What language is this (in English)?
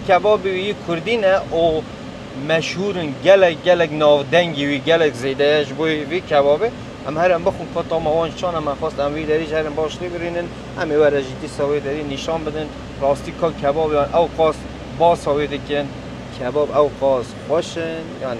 Kurdish